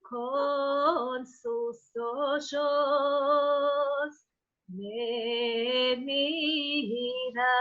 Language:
Ladino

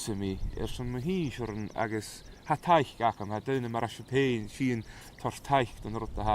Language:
Scottish Gaelic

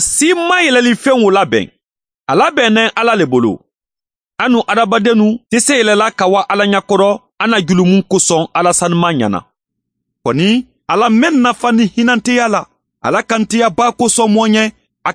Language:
Mandingo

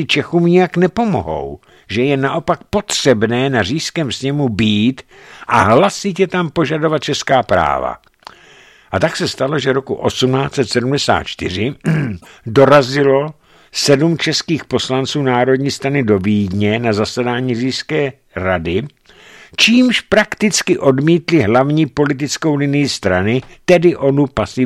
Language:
Czech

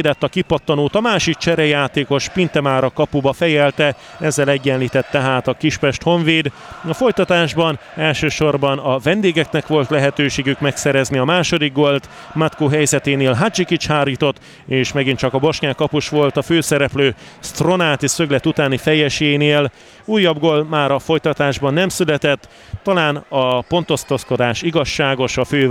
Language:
Hungarian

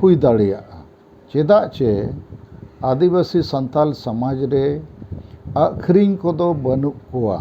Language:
Santali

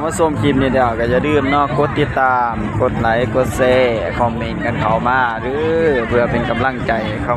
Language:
Northeastern Thai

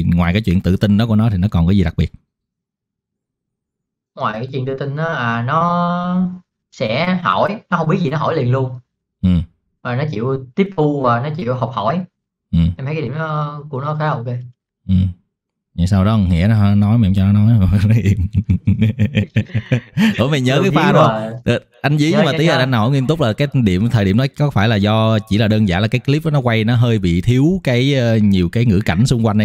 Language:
Vietnamese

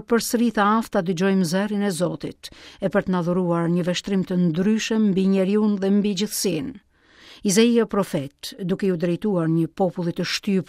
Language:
Albanian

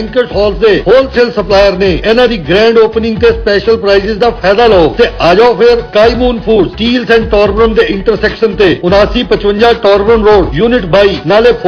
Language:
Punjabi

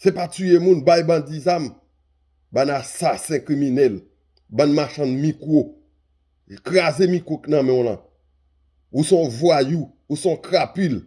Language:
Haitian Creole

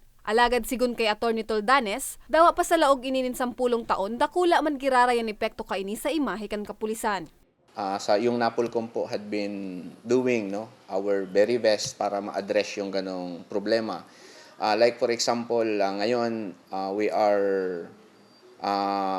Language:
Bikol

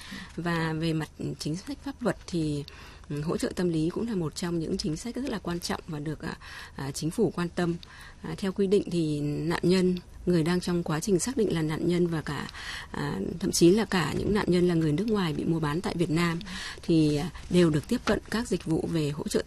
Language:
Vietnamese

